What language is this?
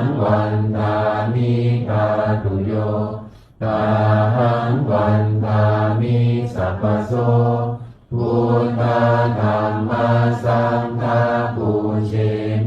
Pali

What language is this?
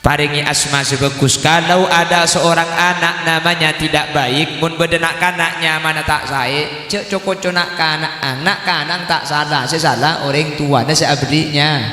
Madurese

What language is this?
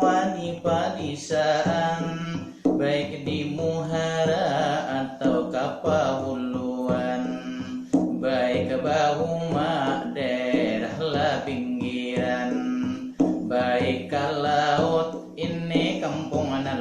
Banjar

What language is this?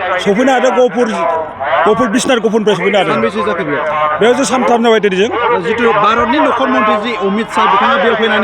Bodo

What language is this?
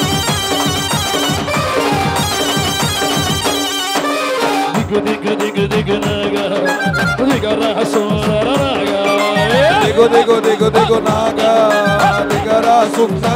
Telugu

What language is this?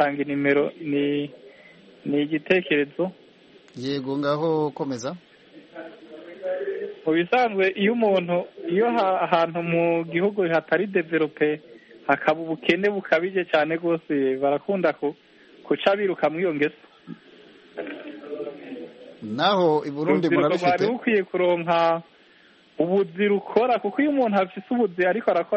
Kinyarwanda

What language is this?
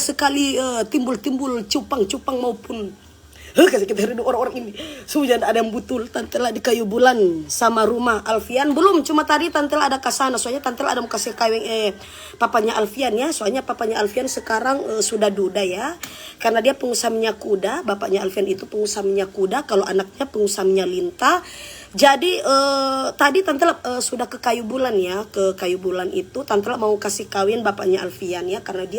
Manado Malay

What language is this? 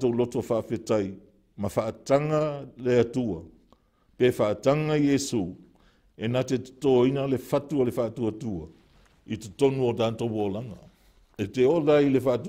Samoan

